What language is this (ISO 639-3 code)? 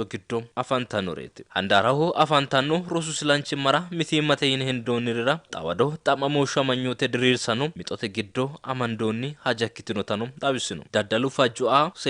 sid